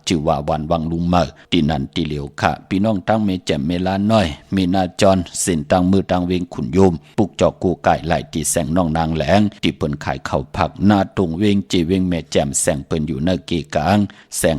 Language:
Shan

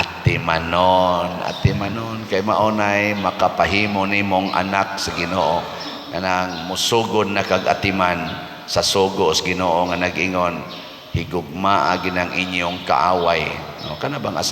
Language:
Cebuano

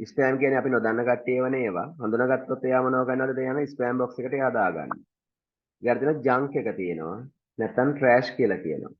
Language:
Sinhala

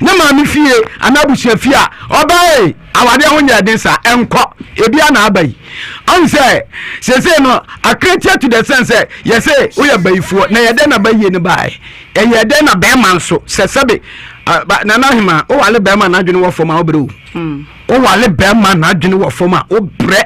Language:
Akan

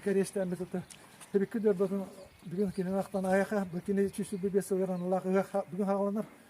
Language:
Yakut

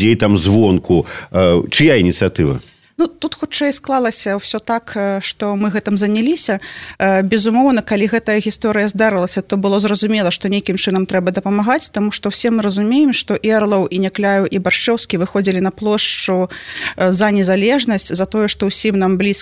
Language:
Belarusian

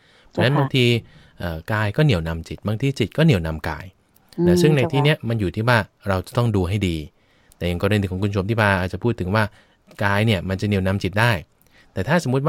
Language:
Thai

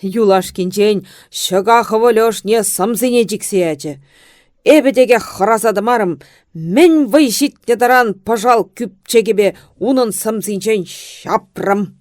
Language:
Chuvash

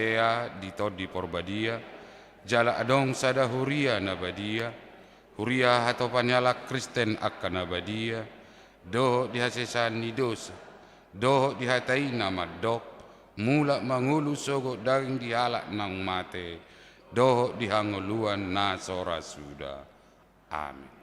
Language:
Batak Toba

